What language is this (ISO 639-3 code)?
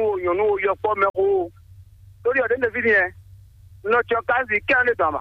fon